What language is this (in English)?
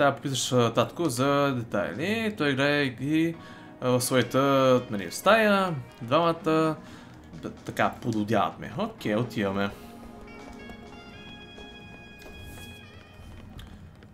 Bulgarian